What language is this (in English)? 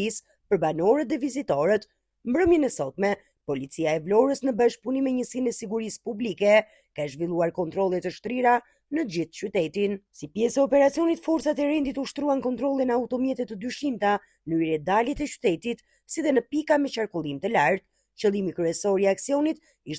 Albanian